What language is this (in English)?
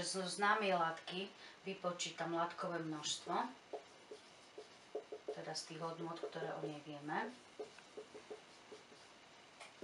Slovak